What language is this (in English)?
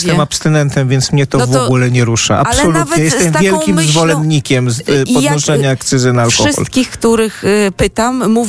Polish